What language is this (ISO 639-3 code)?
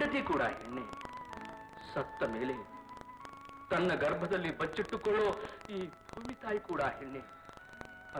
kan